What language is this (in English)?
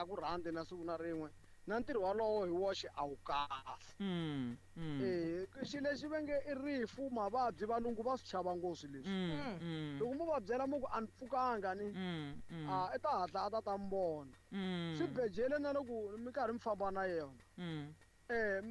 Tsonga